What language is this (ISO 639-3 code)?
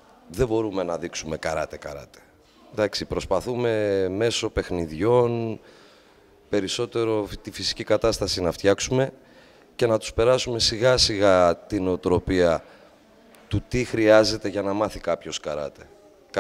ell